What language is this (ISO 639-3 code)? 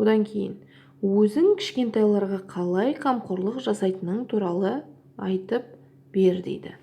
kaz